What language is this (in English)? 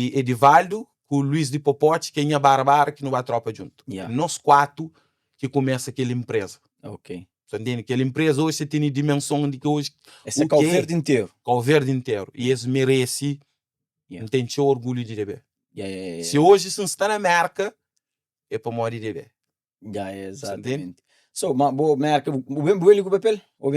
Kabuverdianu